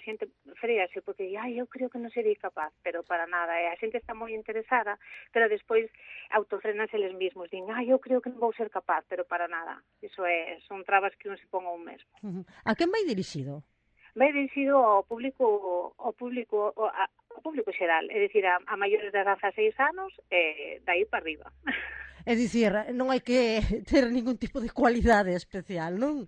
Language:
Galician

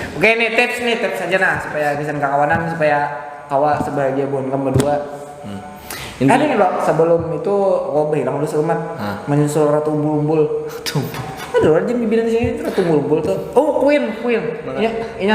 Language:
Banjar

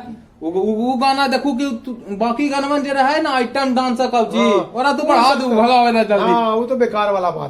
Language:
Magahi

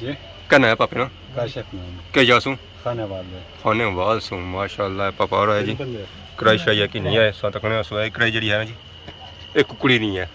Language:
Pahari-Potwari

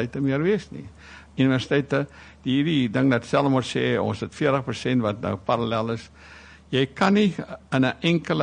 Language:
Afrikaans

